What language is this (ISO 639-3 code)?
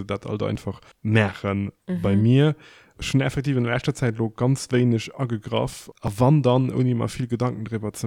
ltz